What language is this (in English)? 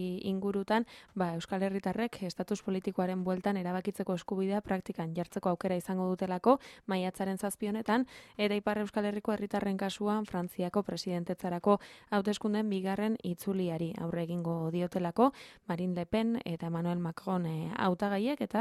Basque